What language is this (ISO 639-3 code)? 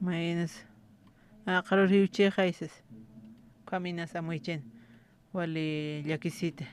aym